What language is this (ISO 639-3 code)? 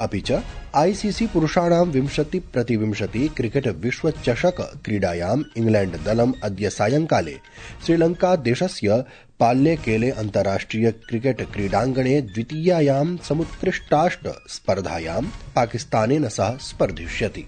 san